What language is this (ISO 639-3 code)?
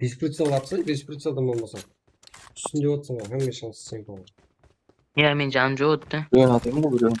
kaa